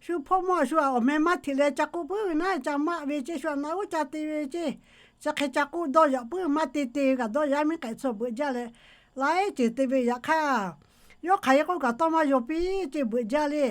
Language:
Lahu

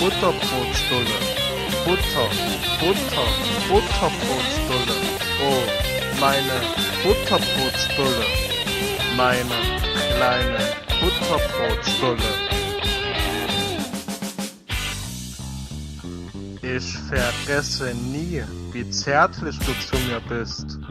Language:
German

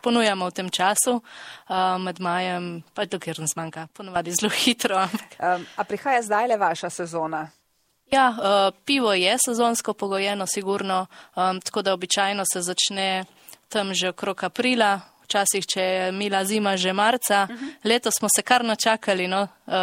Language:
Slovenian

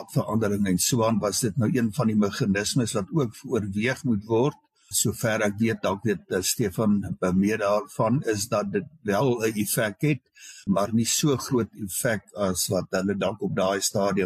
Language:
Afrikaans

